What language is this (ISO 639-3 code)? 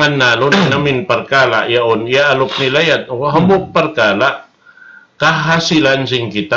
tsg